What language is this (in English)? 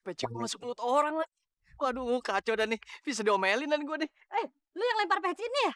Betawi